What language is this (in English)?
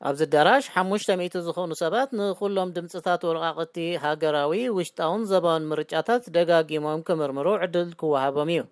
Tigrinya